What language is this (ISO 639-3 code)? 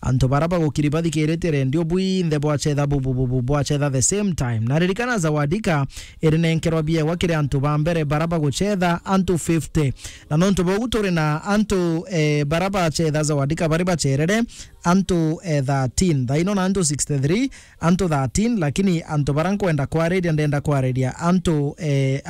mer